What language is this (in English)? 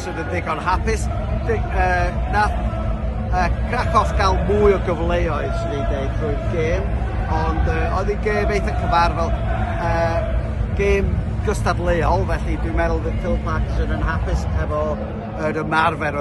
Welsh